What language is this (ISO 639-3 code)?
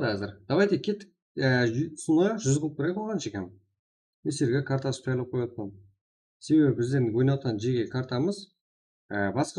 kaa